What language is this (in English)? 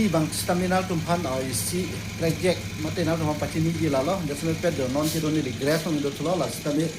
Karbi